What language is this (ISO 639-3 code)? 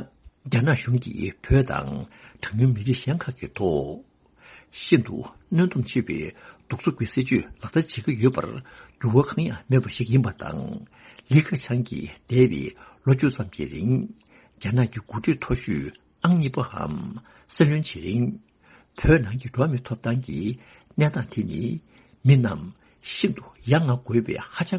bod